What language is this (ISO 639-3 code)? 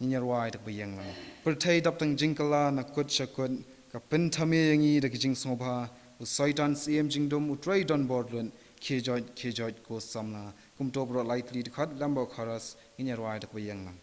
kha